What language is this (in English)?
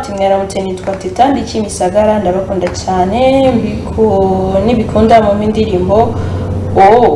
Kinyarwanda